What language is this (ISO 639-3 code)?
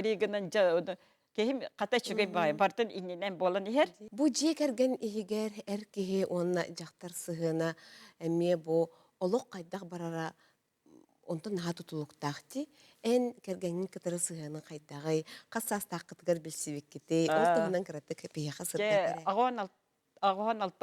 sah